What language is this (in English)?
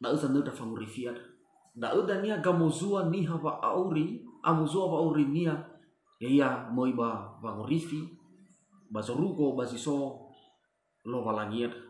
Nias